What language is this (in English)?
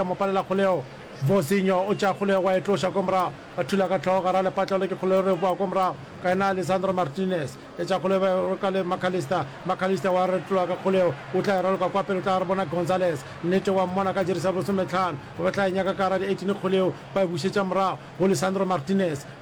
Northern Sotho